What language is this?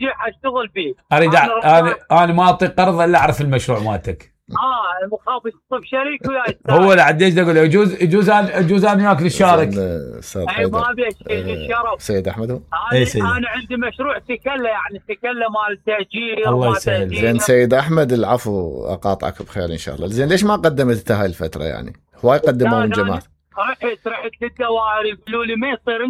Mesopotamian Arabic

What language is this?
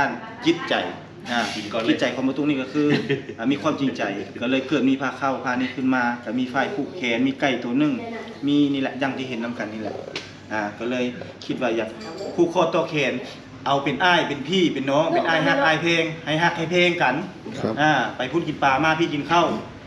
Northeastern Thai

